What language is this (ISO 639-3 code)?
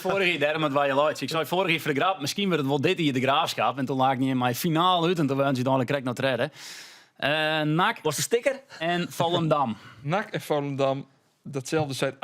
fry